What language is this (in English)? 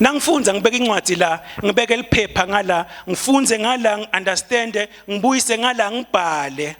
Swati